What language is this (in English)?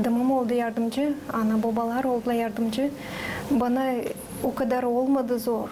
Gagauz